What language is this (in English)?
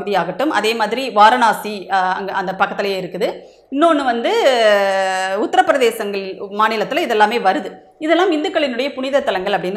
Tamil